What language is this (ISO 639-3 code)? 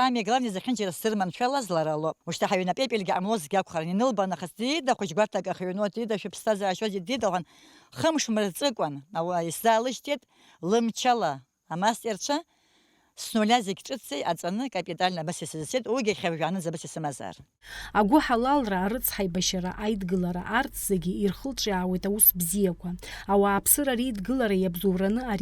abk